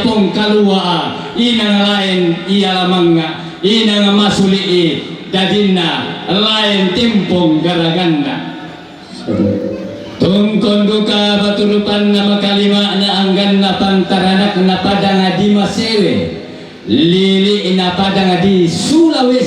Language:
Toraja-Sa'dan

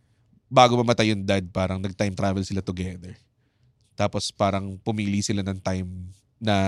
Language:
Filipino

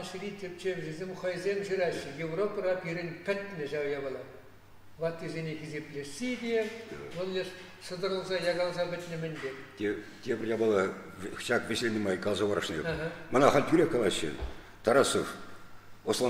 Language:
Chuvash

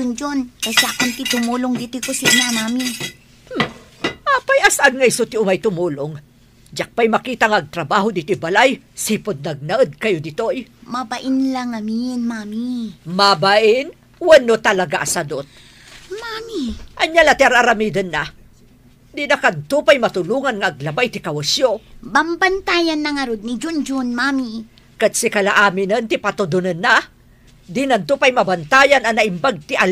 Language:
Iloko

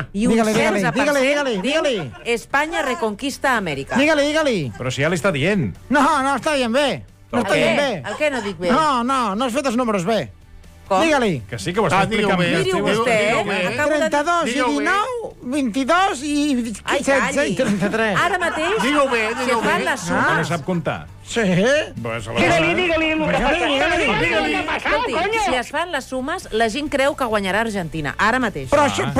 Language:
Catalan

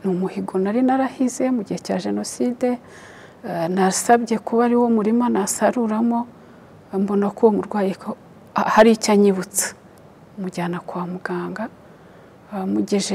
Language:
Kinyarwanda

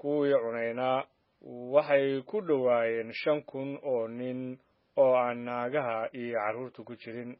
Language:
Somali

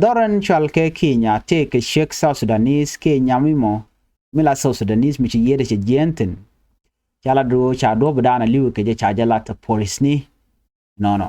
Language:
Nuer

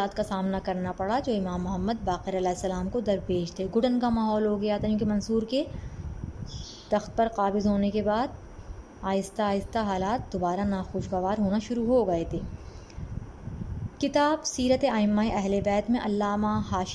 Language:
Urdu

